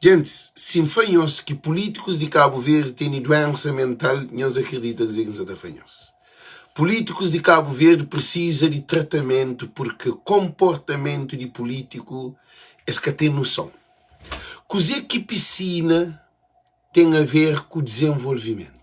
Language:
Kabuverdianu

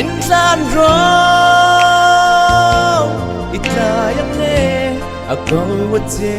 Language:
Falam Chin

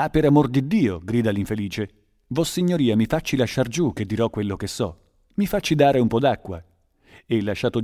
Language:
Italian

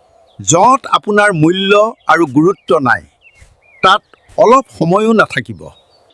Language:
Assamese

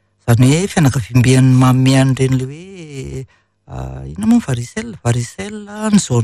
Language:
Malagasy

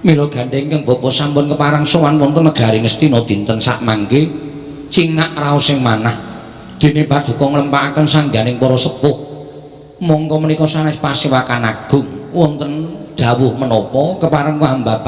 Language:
Javanese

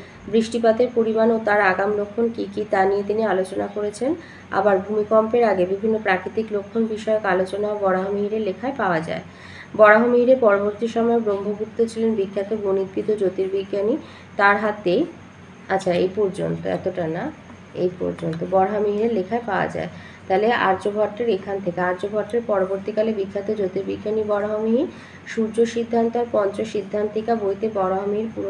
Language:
Bangla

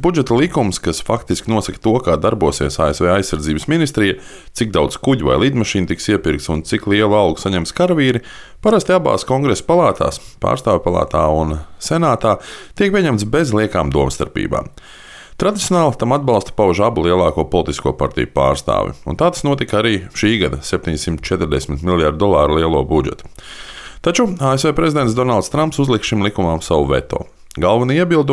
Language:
Latvian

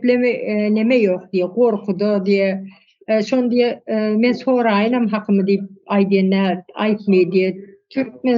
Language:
Turkmen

